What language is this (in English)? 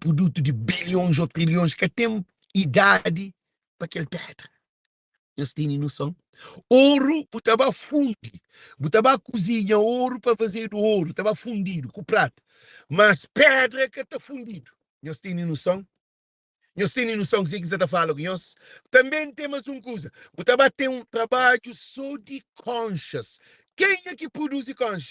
Kabuverdianu